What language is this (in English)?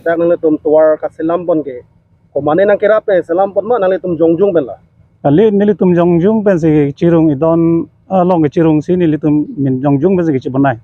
Karbi